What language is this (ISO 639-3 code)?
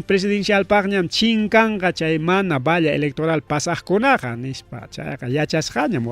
quy